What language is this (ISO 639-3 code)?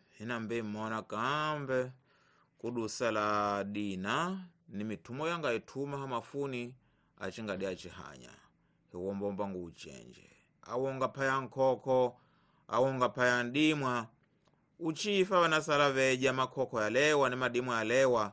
tso